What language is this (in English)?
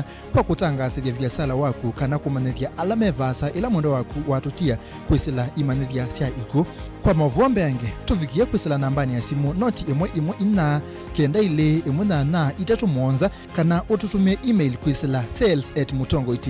Kamba